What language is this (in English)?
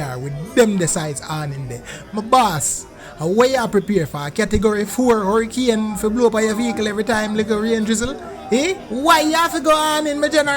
Jamaican Creole English